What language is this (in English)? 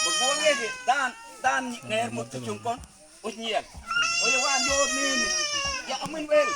Mabaan